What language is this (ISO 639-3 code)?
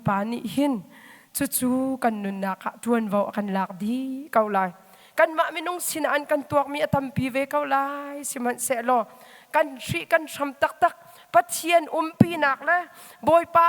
cnh